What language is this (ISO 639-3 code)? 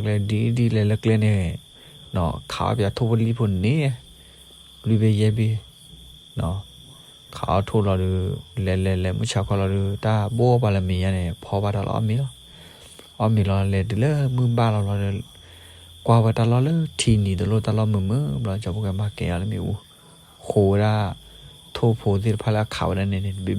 ksw